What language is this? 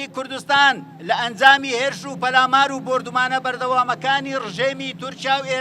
Central Kurdish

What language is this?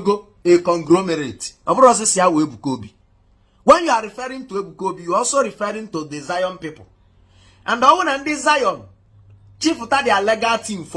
Igbo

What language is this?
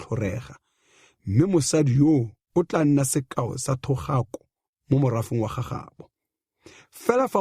Tswana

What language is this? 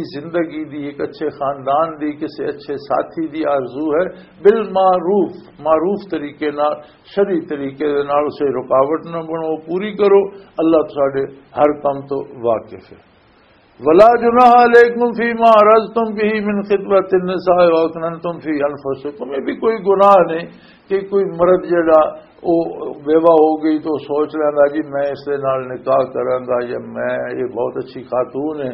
Western Panjabi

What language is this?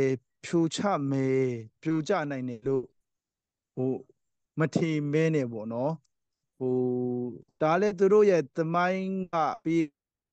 Burmese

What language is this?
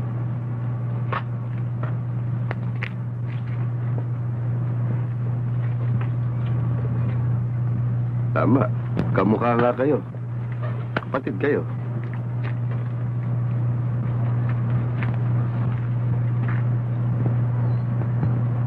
Filipino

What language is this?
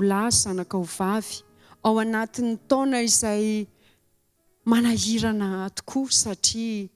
Malagasy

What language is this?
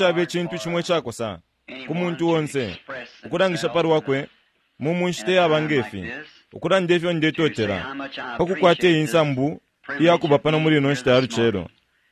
Bemba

